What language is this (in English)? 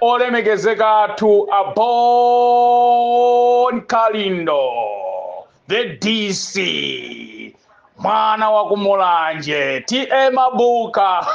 Nyanja